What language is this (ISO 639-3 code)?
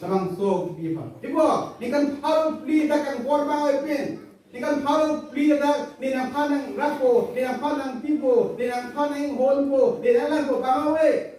mjw